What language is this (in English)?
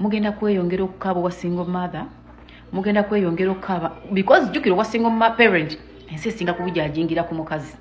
Ganda